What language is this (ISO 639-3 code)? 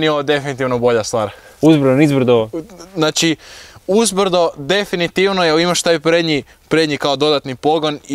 hrv